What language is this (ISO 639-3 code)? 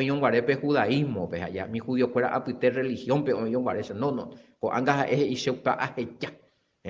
grn